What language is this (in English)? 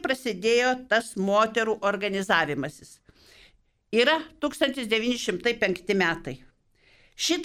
Lithuanian